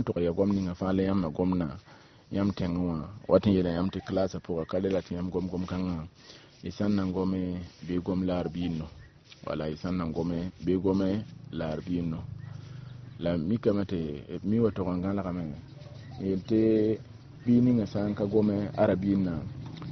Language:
Mossi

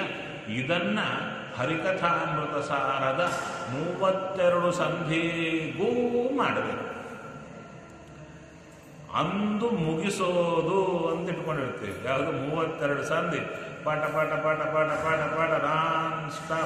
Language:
Kannada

